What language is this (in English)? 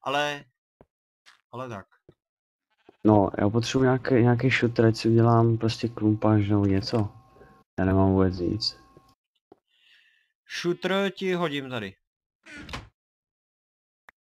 Czech